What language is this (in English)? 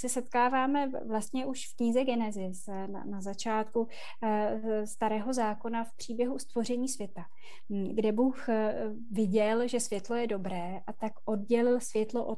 Czech